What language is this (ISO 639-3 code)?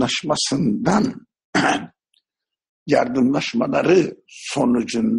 tur